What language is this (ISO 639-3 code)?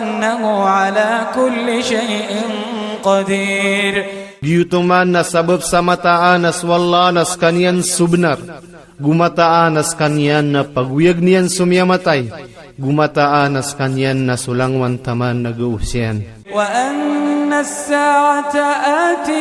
mrw